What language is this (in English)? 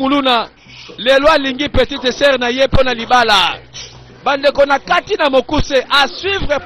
Lingala